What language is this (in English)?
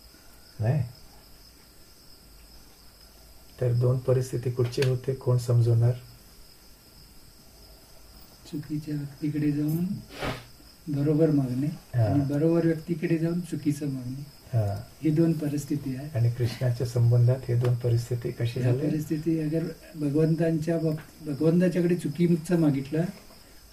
Marathi